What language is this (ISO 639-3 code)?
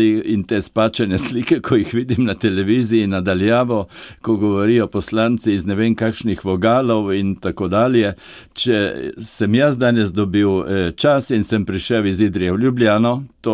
slv